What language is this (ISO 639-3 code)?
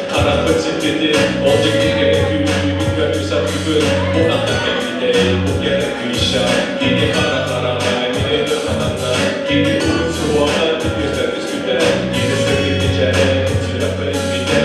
sah